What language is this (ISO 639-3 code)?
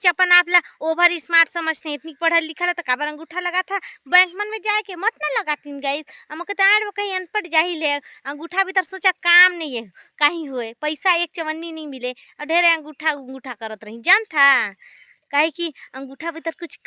hne